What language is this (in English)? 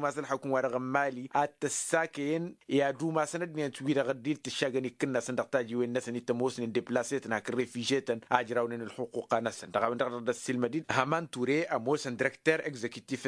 Tamasheq